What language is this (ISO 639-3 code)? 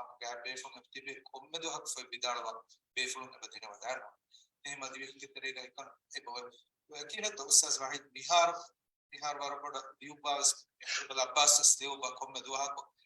div